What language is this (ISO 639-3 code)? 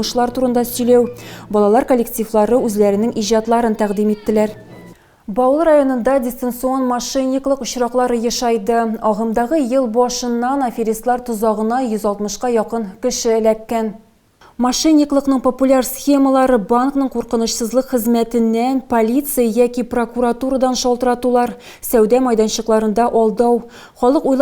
tat